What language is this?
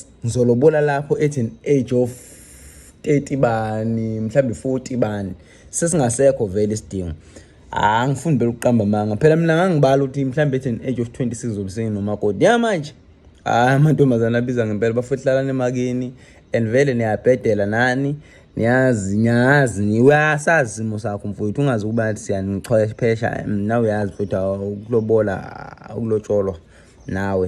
Zulu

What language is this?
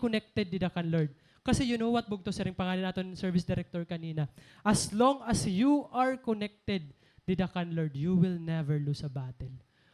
Waray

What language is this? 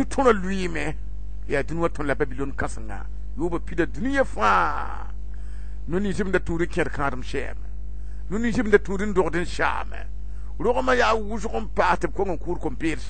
Mossi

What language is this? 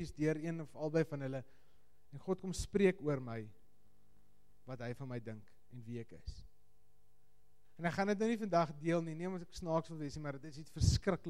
Afrikaans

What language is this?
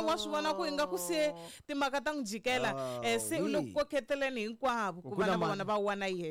Tsonga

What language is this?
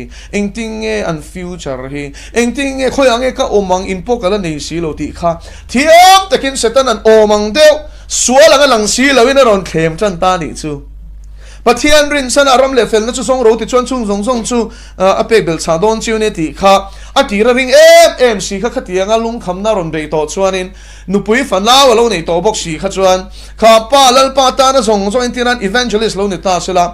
Mizo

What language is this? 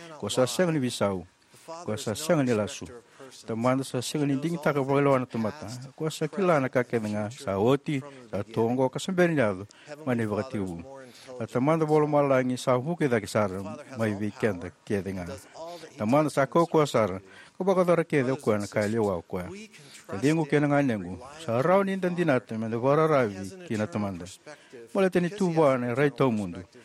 Fijian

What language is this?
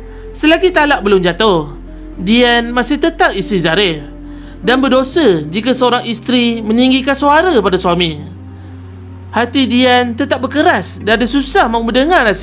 Malay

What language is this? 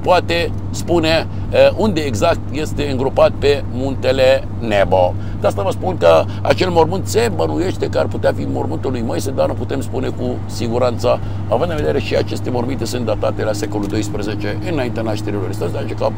Romanian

